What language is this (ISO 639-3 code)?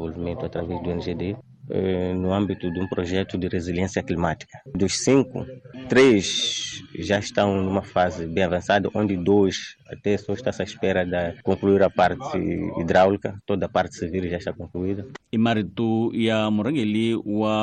tso